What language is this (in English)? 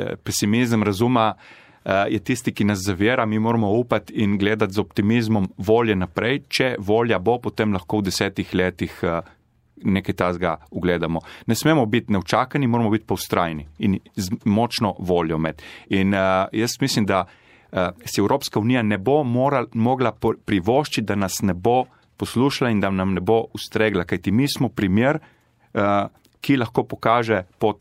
Slovenian